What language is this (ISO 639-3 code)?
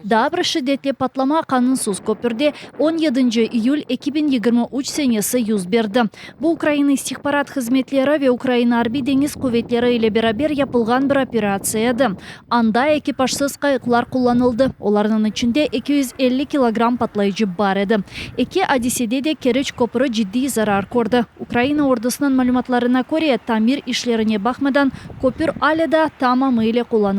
crh